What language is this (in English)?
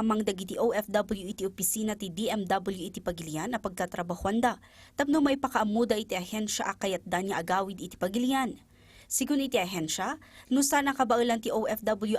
Iloko